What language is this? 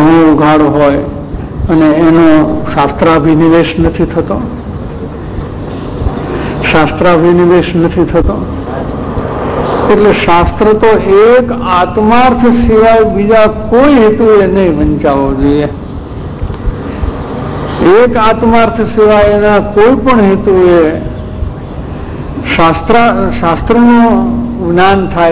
Gujarati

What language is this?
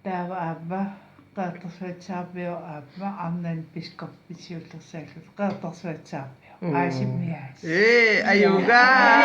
Kalaallisut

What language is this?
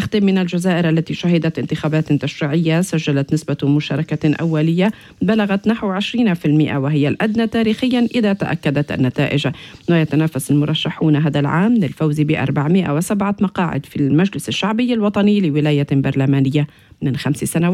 Arabic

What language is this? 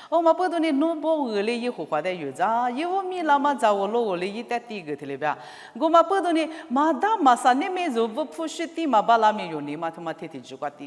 Lisu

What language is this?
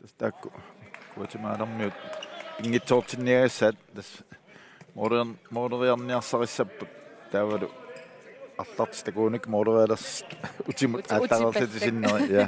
Kalaallisut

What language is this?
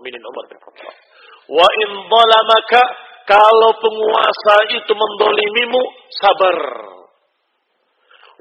Indonesian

